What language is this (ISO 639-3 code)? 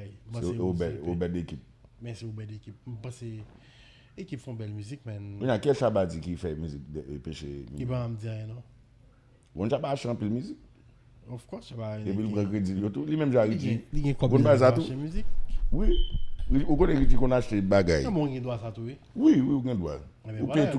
hat